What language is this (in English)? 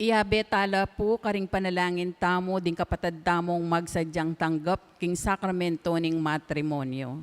Pampanga